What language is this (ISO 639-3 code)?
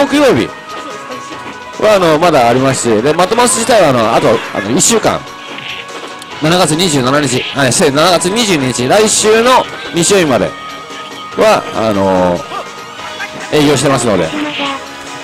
jpn